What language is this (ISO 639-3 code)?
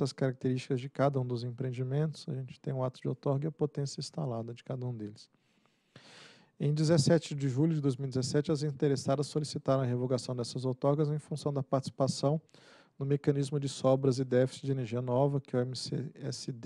por